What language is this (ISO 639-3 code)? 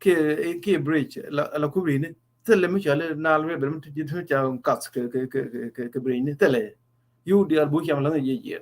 nus